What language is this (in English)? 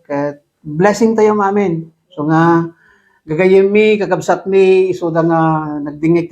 Iloko